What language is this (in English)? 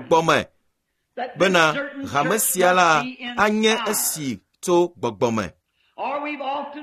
Ewe